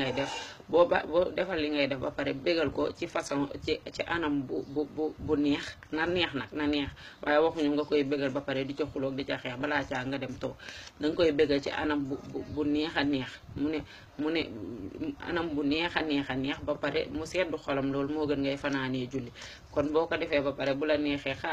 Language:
Wolof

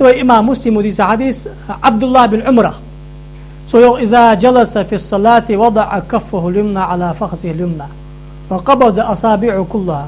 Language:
Ingush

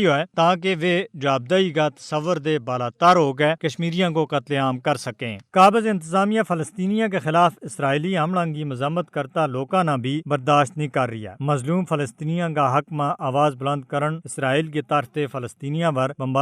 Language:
Gujari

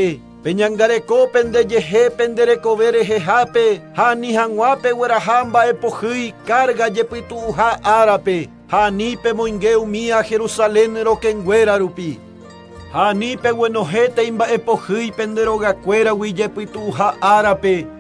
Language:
Guarani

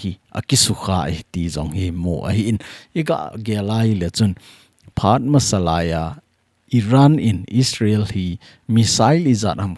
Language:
Thado Chin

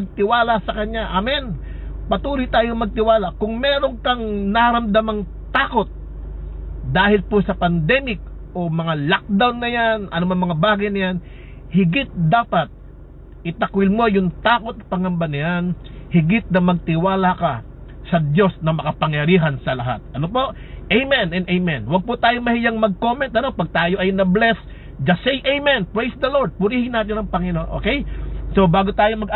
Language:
Filipino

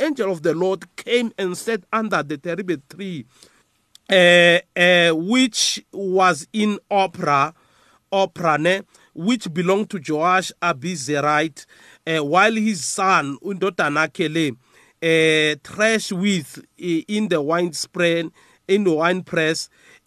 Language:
South Ndebele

